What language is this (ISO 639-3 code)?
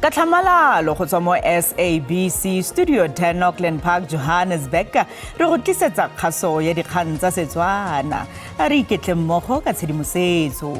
tsn